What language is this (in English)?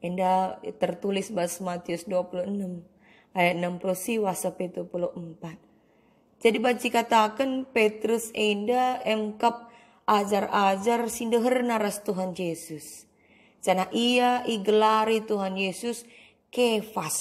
Batak Karo